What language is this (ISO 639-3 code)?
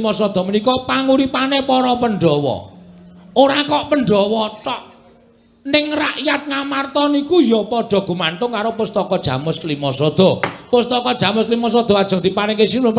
jav